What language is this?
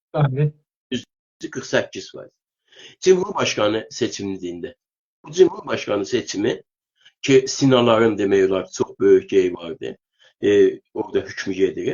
South Azerbaijani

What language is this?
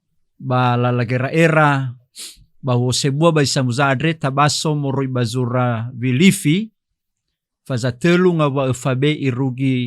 Nias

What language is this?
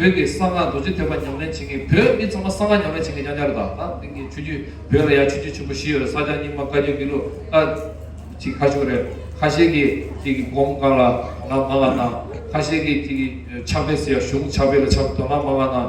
Tibetan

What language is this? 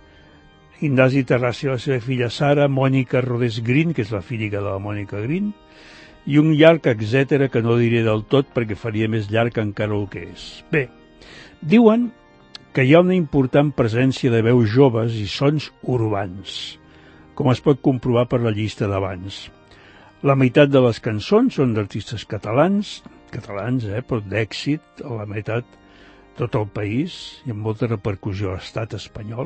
Catalan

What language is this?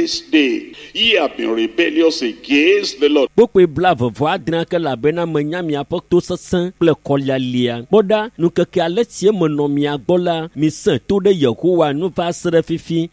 Ewe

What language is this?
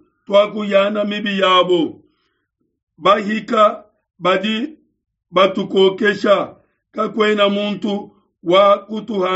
Luba-Lulua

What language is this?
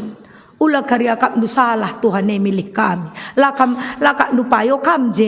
Batak Karo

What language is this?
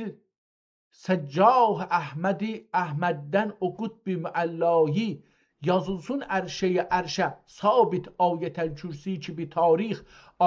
South Azerbaijani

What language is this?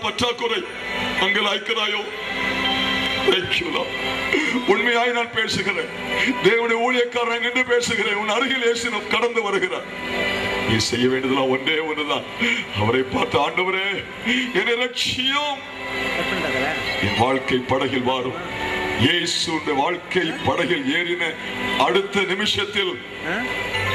Tamil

